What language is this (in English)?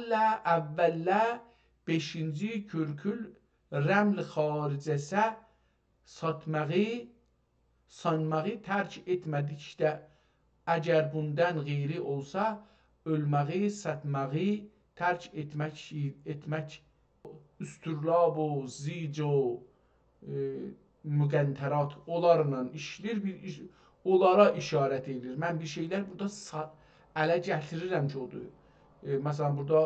South Azerbaijani